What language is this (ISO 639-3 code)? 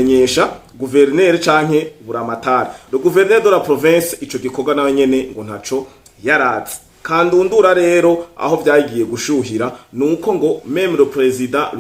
run